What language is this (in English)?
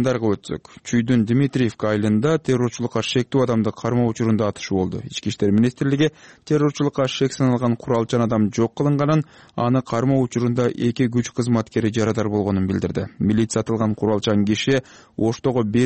Kyrgyz